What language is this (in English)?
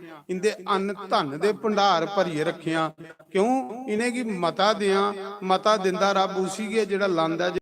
Dogri